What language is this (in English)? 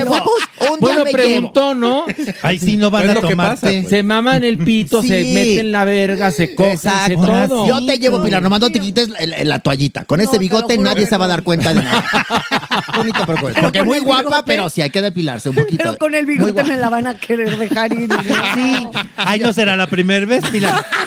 Spanish